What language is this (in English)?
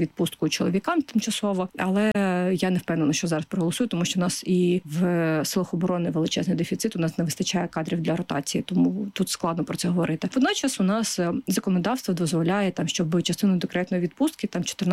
Ukrainian